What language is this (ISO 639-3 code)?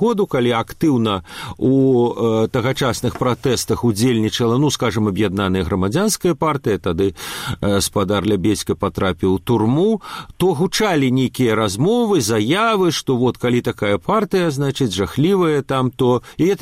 bel